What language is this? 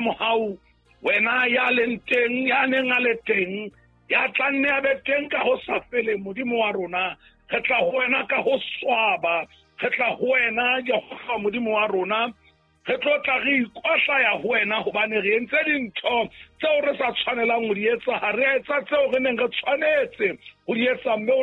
Southern Sotho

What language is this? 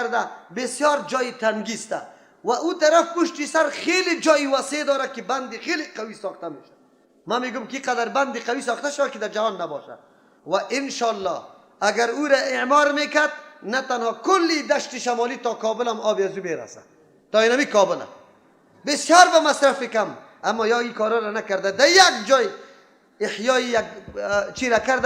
Persian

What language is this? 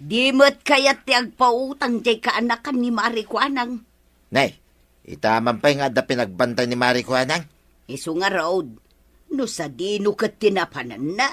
Iloko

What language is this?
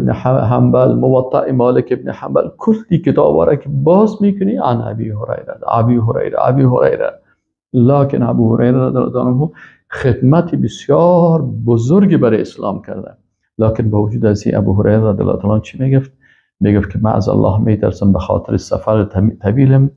Persian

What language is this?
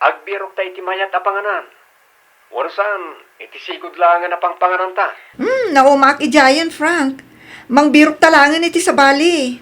Iloko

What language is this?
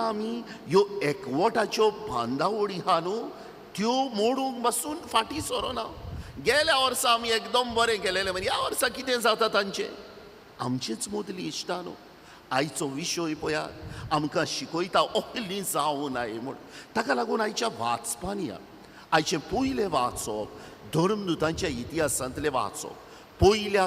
Konkani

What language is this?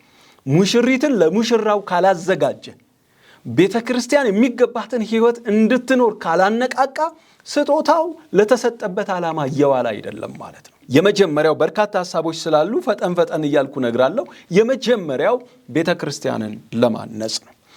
Amharic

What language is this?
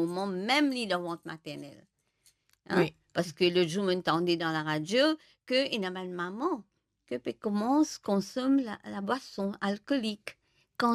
Morisyen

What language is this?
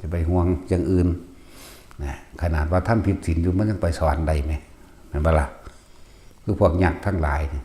Northeastern Thai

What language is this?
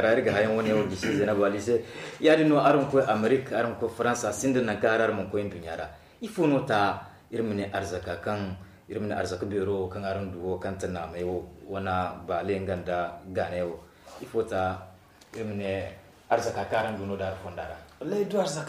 Zarma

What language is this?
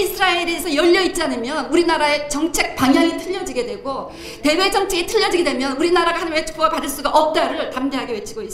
Korean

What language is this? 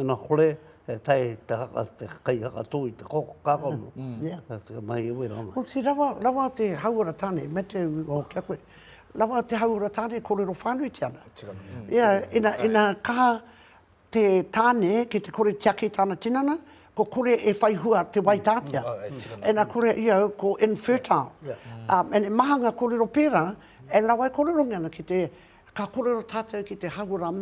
Māori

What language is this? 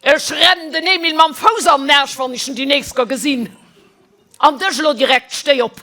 Luxembourgish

